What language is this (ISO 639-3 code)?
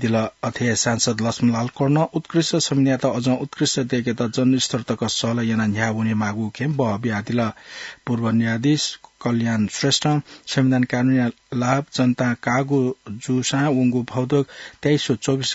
new